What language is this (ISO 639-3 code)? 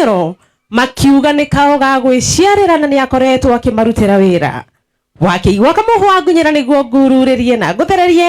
kik